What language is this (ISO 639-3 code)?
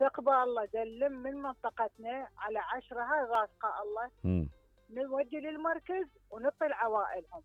acm